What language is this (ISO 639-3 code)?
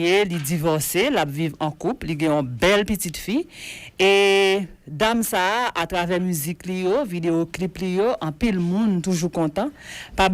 hat